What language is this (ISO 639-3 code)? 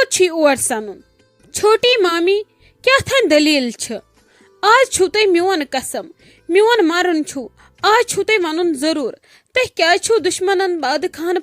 kas